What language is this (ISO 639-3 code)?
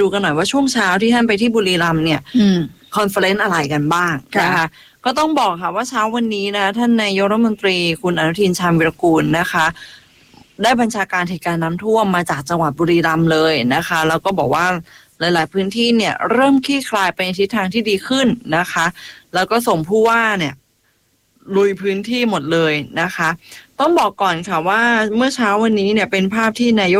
tha